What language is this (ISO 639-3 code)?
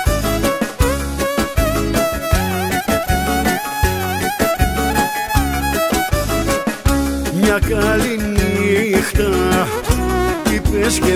ell